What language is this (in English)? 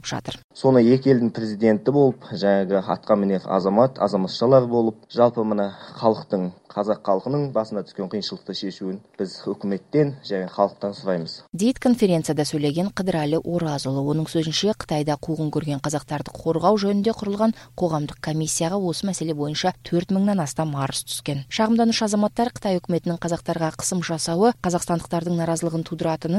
Kyrgyz